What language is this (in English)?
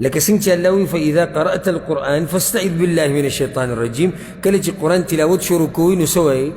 Pashto